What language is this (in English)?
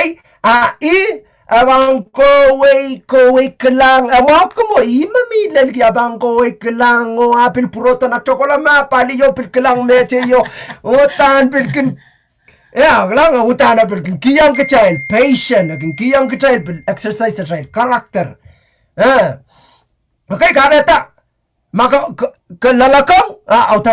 Pohnpeian